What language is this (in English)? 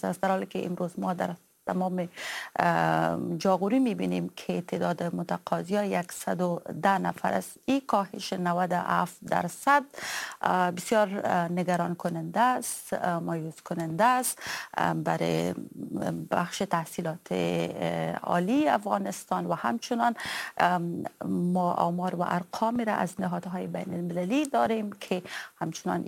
Persian